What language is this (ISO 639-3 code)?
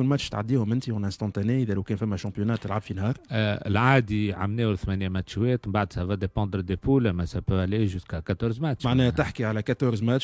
aeb